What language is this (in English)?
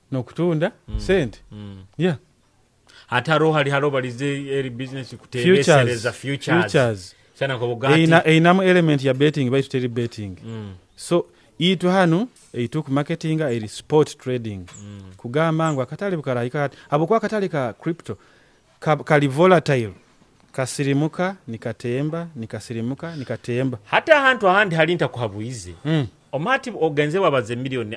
Nyoro